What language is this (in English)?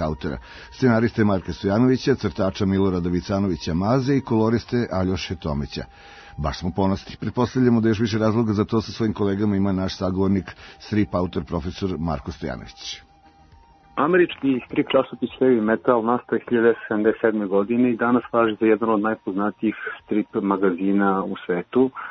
Serbian